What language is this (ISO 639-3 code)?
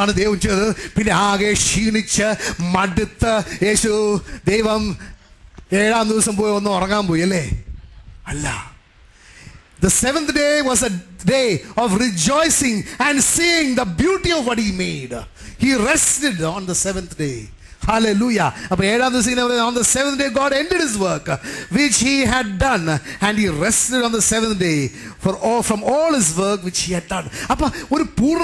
mal